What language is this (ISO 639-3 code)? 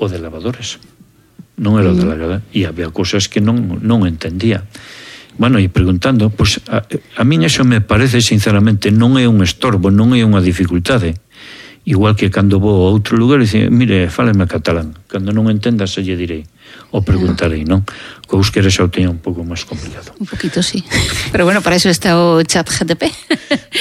glg